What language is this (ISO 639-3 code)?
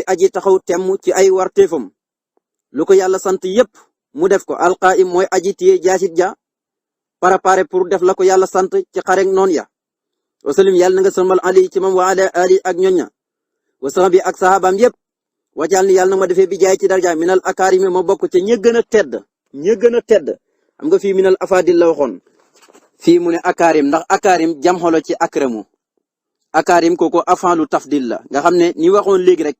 wol